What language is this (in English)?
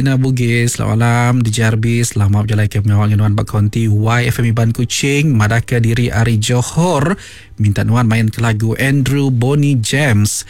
Iban